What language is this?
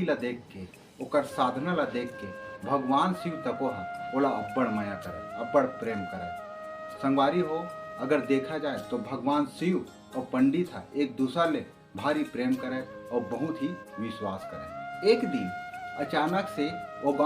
Chhattisgarhi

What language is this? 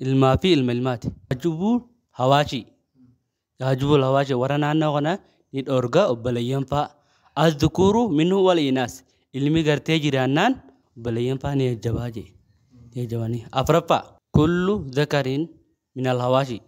Oromo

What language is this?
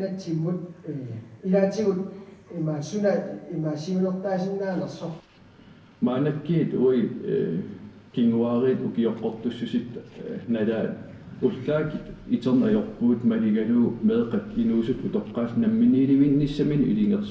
Kalaallisut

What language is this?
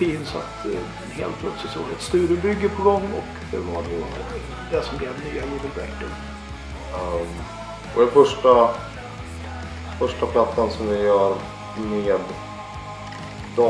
Swedish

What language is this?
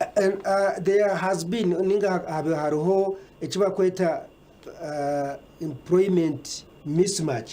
Nyankole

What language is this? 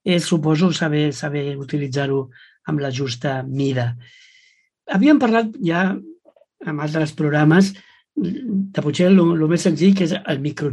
Catalan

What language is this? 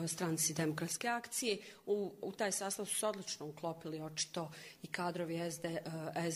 Croatian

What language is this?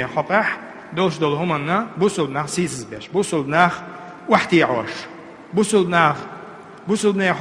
Chechen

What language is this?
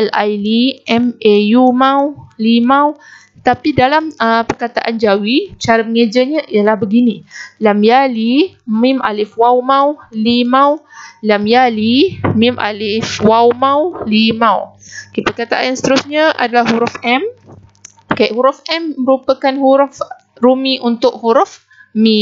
Malay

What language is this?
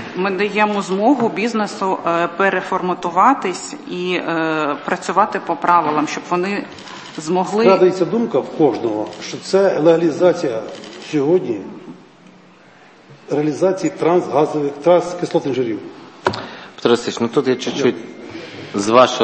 Ukrainian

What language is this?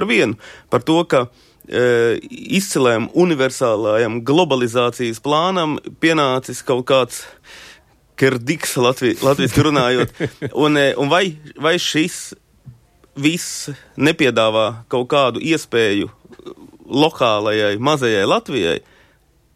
Latvian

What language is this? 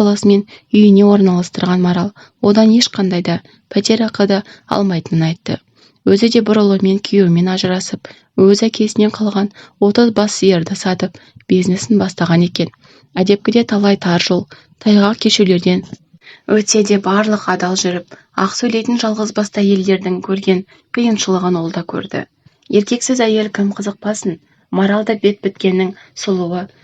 Kazakh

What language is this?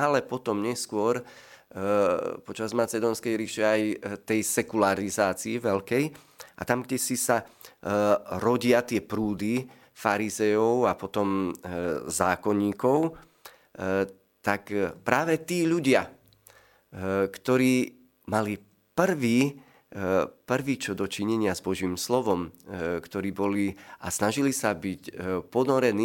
Slovak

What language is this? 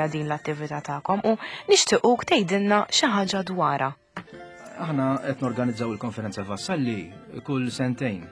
Maltese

